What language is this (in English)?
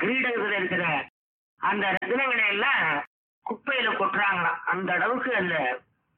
Tamil